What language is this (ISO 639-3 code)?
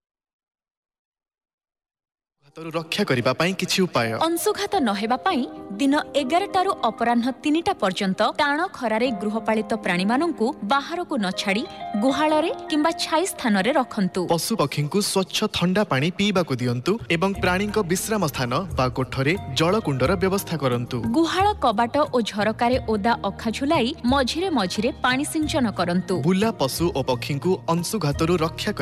ori